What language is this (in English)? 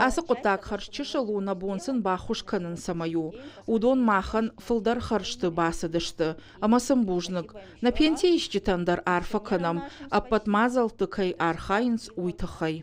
Ossetic